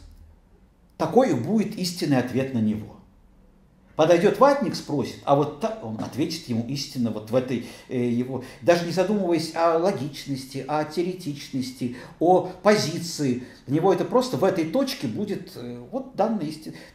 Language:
Russian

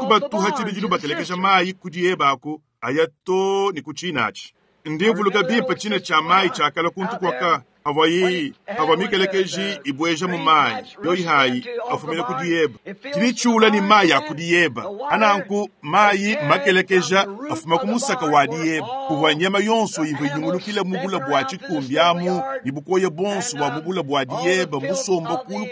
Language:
Luba-Lulua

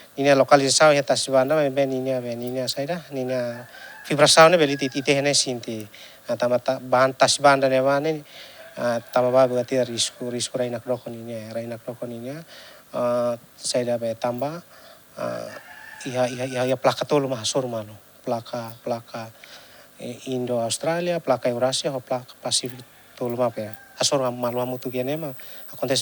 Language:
Tetum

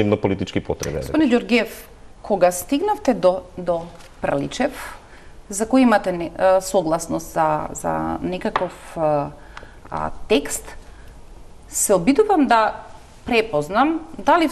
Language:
Macedonian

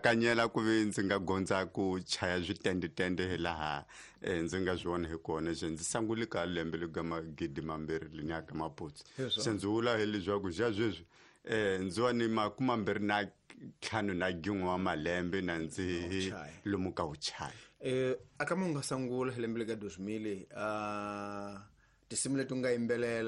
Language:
Tsonga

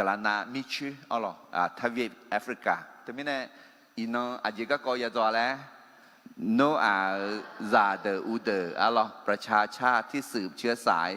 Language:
Akha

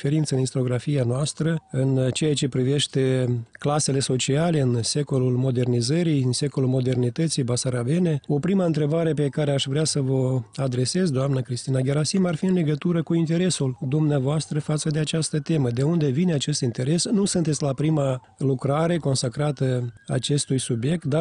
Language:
Romanian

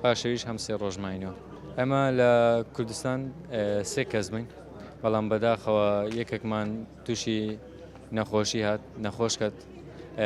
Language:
Central Kurdish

